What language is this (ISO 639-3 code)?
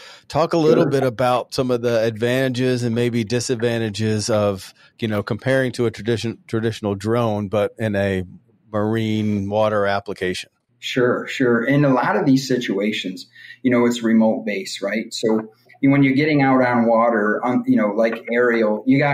eng